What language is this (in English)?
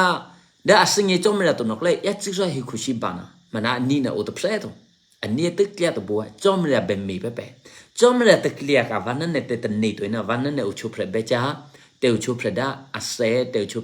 Eastern Kayah